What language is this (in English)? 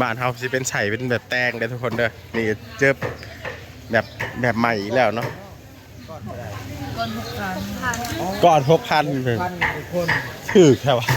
Northeastern Thai